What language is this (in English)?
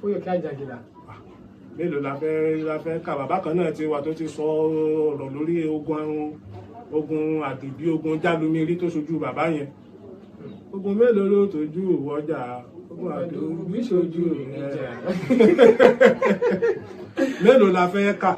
Yoruba